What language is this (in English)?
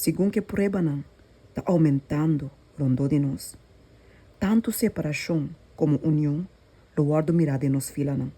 Papiamento